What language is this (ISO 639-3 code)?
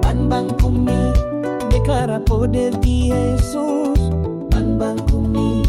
pap